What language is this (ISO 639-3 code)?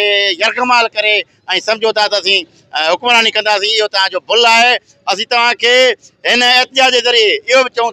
snd